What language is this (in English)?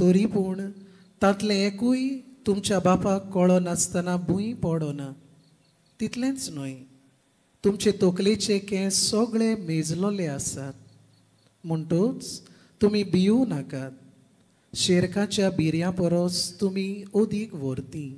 Konkani